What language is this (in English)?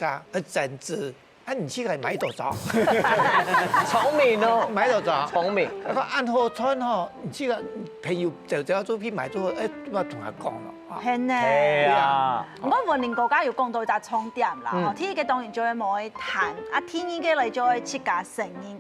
Hakka Chinese